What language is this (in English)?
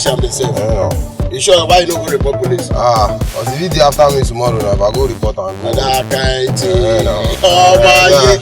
Nigerian Pidgin